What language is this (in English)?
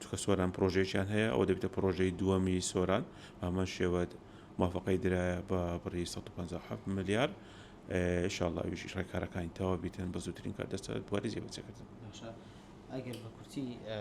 Central Kurdish